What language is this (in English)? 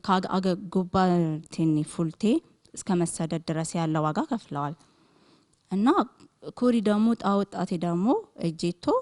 Sidamo